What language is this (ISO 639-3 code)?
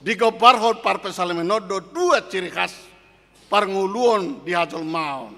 bbc